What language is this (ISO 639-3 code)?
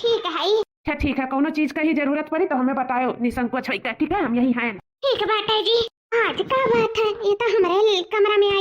awa